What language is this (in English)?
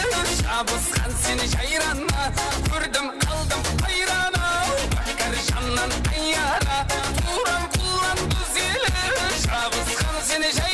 Kara-Kalpak